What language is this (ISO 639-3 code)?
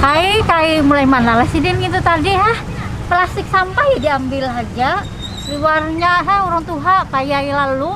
bjn